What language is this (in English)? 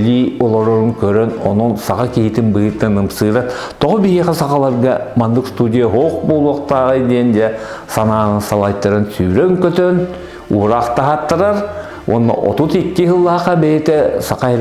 Yakut